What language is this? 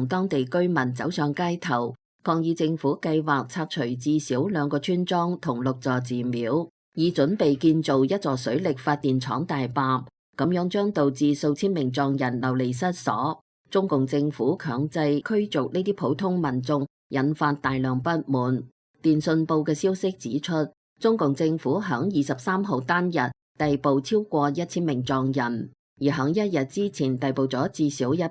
Cantonese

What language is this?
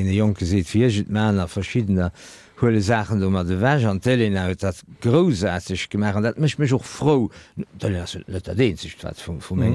Luxembourgish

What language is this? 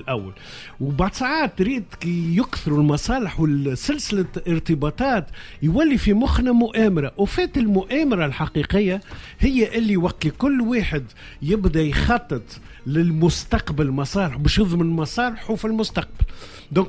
Tunisian Arabic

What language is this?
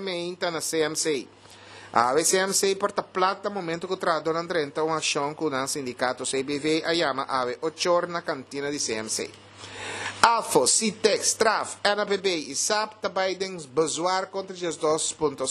Papiamento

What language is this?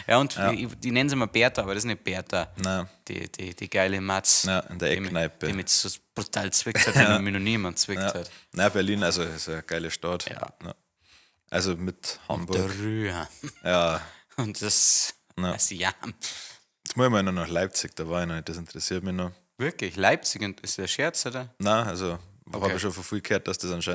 Bavarian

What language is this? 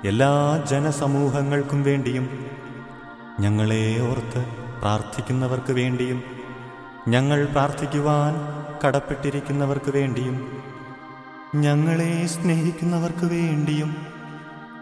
Malayalam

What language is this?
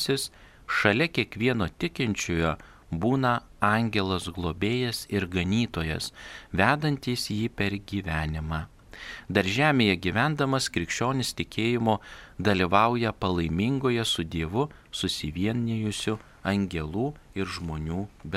Lithuanian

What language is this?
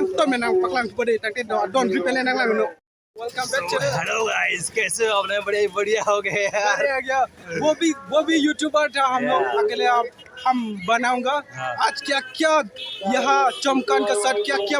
Karbi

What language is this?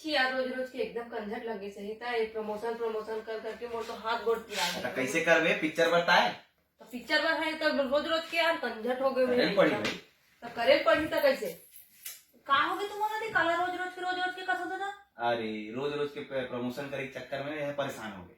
Chhattisgarhi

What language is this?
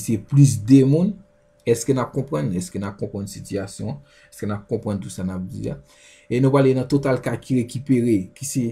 Haitian Creole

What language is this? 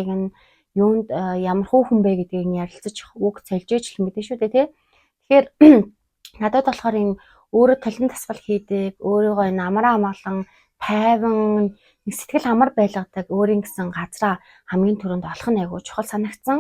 Mongolian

